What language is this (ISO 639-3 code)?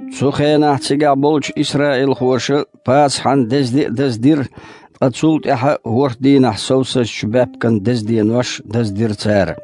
che